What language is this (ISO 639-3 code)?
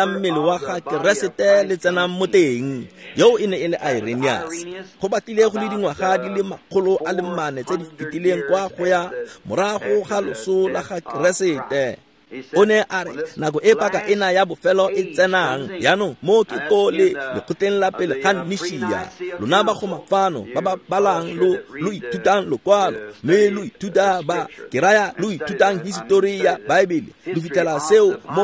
tsn